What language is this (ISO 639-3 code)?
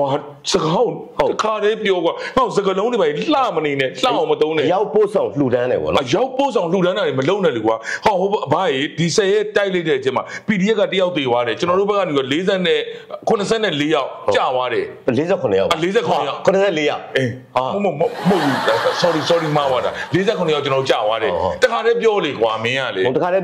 mya